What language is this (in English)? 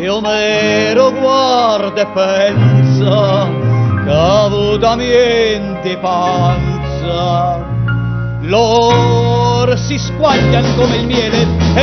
Neapolitan